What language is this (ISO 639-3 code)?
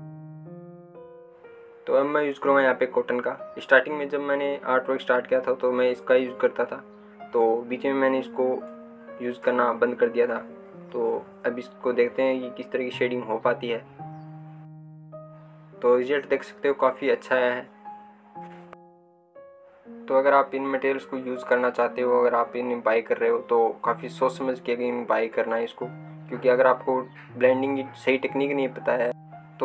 hin